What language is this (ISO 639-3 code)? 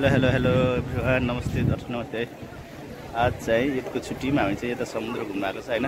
nep